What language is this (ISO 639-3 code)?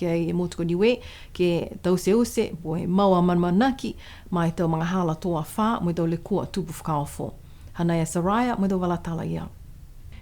niu